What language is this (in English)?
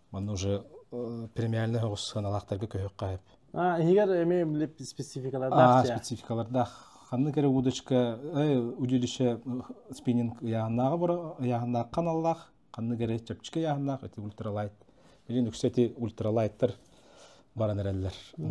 Yakut